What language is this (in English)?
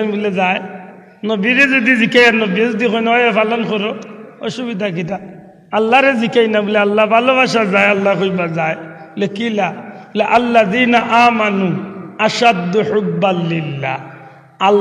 Sylheti